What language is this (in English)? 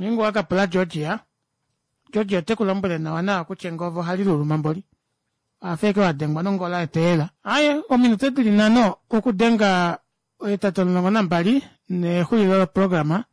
Kuanyama